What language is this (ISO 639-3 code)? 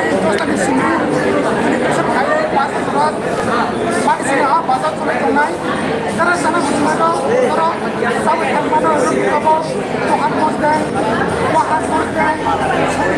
trp